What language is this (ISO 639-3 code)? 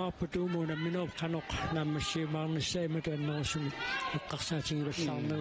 kal